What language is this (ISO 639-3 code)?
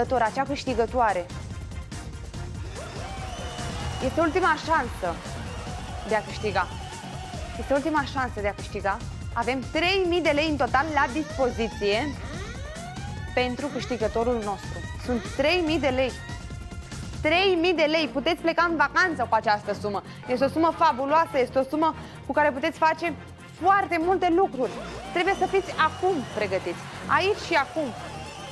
ron